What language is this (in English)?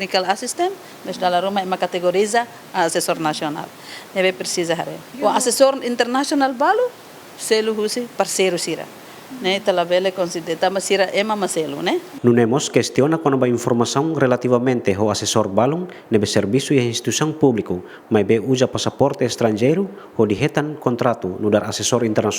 Tetum